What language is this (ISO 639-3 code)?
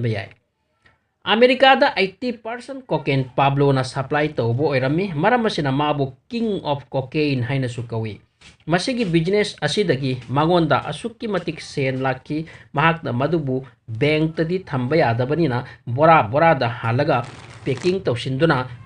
mni